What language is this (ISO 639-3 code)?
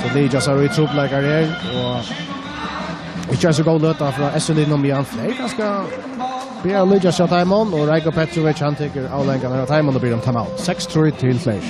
fao